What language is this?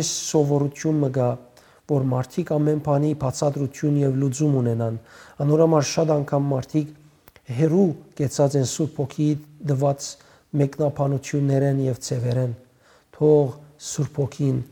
Western Armenian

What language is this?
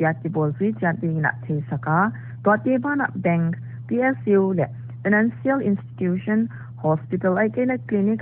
Paite Chin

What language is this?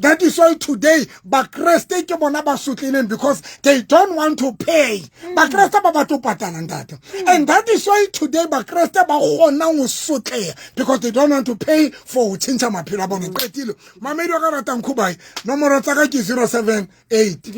Southern Sotho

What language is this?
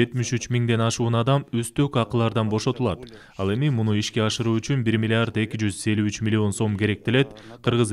Kyrgyz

